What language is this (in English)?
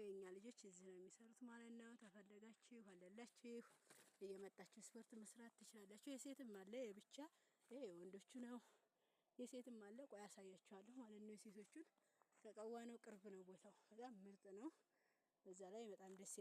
Amharic